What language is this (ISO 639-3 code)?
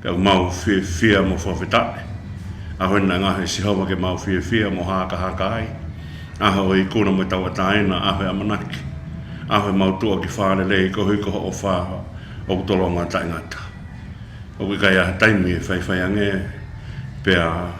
ton